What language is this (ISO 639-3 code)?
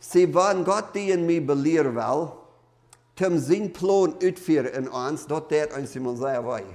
pdt